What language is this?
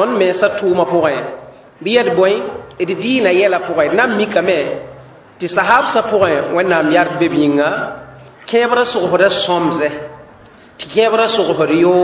Mossi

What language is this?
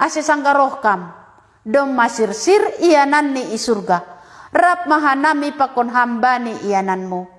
Batak Simalungun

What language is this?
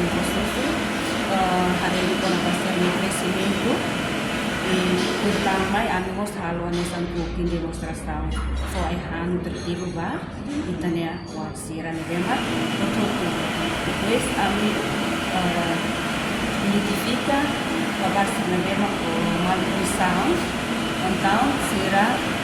Tetum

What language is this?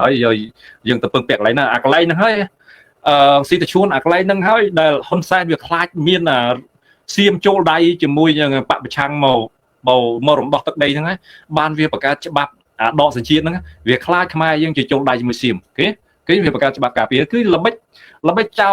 Khmer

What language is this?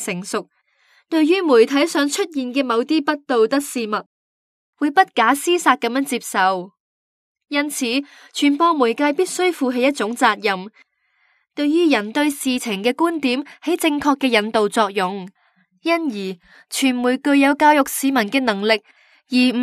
Cantonese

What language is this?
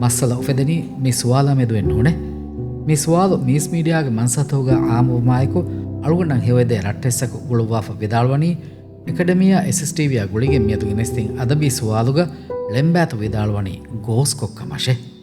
Divehi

